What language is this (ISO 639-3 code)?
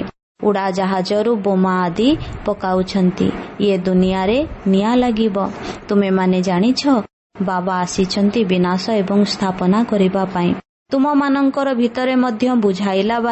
ori